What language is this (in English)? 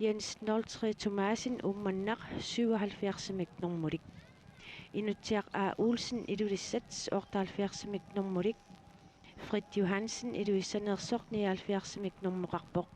Kalaallisut